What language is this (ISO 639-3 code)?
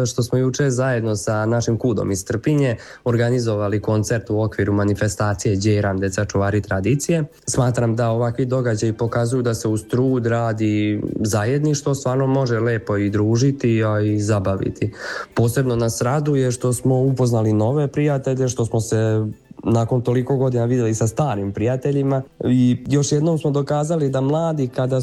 srp